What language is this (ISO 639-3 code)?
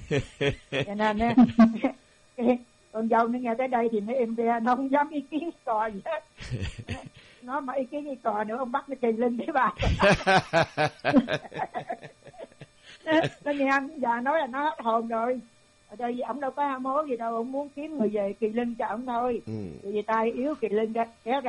vie